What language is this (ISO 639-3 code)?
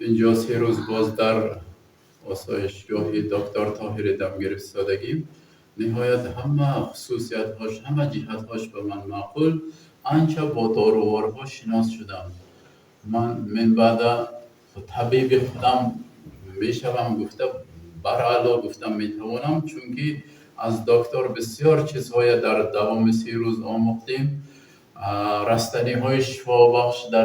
tgk